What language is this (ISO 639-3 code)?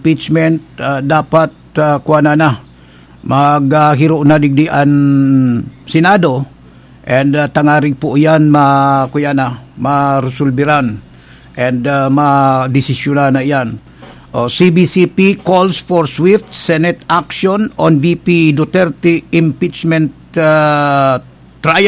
bik